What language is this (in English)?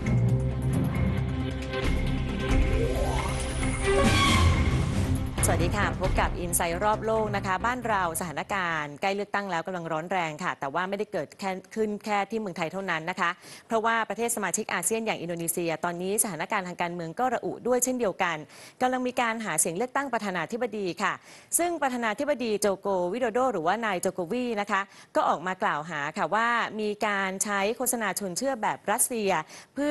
Thai